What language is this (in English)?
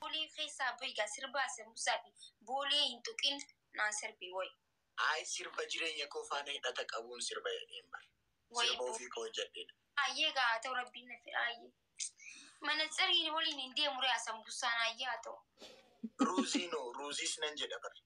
Oromo